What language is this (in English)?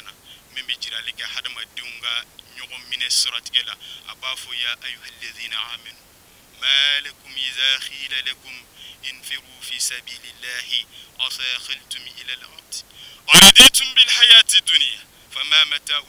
Bambara